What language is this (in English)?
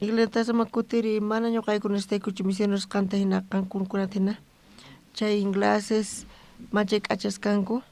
South Bolivian Quechua